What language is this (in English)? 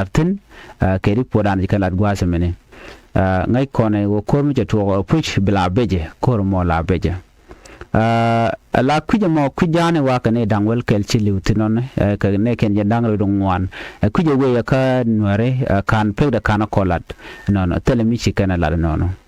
Nuer